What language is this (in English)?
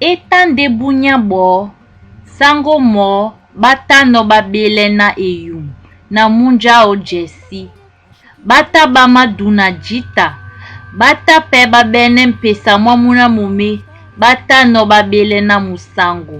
Duala